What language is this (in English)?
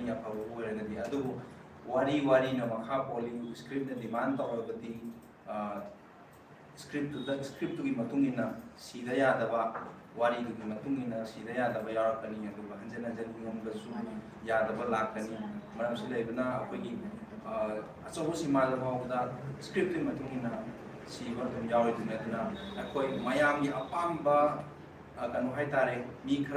Manipuri